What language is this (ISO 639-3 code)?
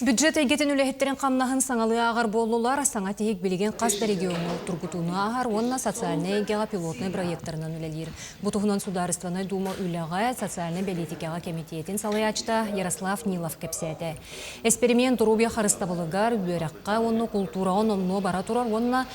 sah